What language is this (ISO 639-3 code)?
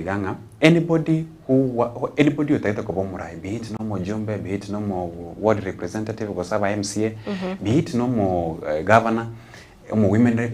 guz